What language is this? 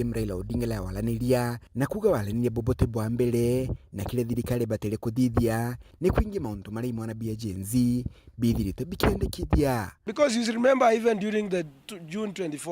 Meru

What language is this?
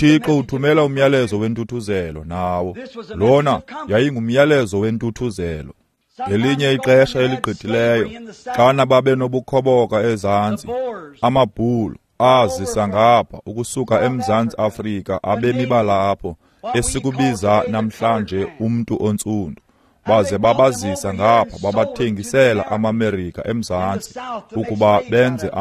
Xhosa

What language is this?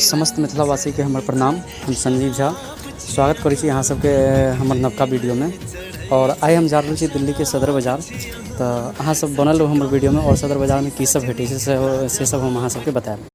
Maithili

